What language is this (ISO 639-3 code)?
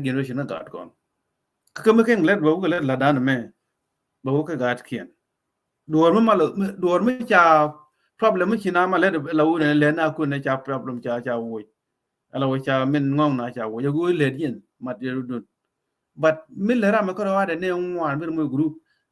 nus